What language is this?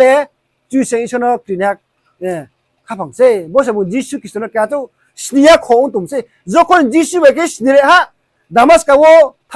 Riang (India)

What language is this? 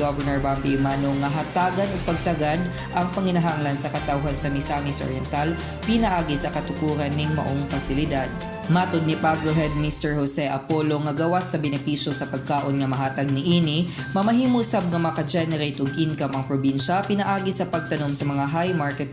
Cebuano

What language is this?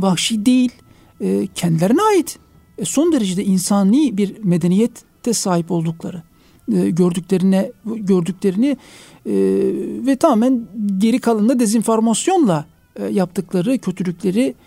Turkish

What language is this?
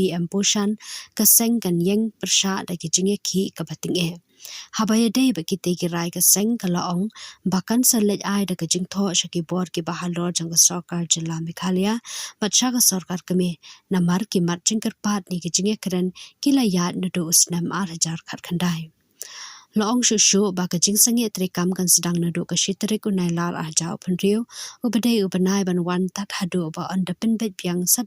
Khasi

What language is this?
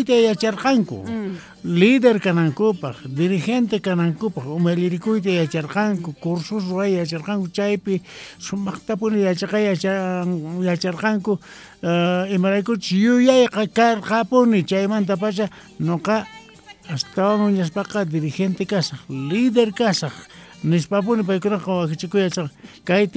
South Bolivian Quechua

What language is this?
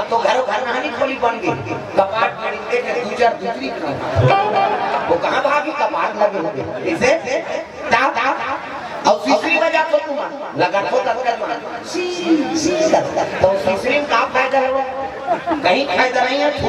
Chhattisgarhi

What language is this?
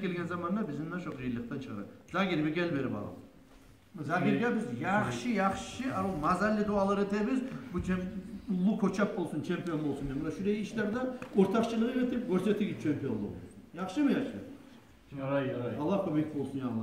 Kumyk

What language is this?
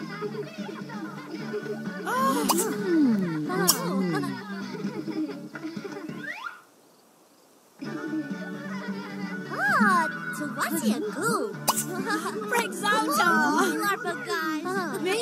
English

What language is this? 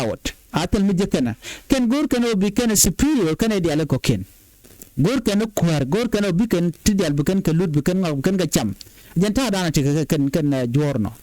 Nuer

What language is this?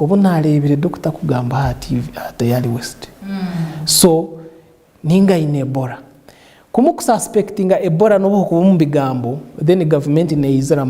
Nyankole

